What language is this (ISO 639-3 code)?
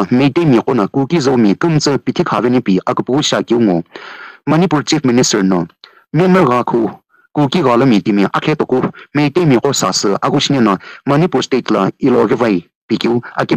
nsm